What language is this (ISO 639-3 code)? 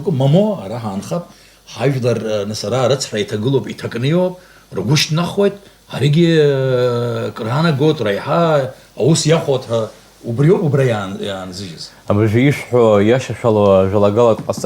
abk